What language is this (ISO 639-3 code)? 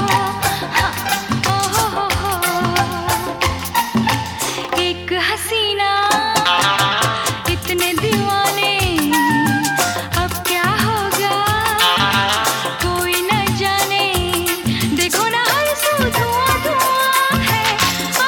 hin